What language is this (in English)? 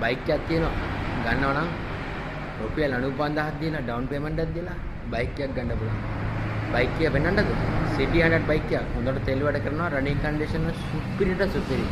Sinhala